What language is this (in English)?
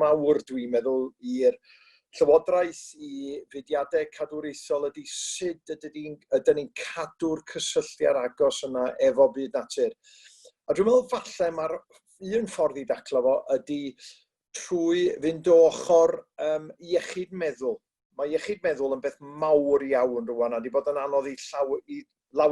Welsh